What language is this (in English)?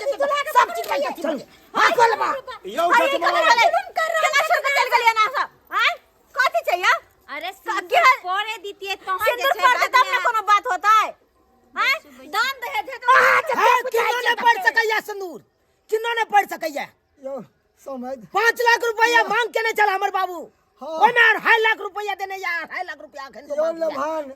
Maithili